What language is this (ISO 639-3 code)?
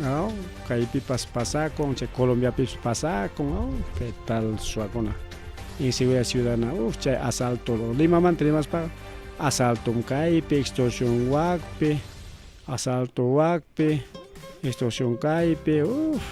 quy